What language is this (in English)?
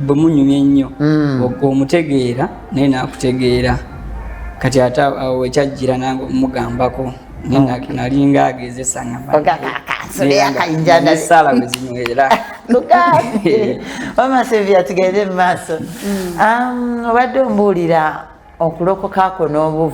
Ganda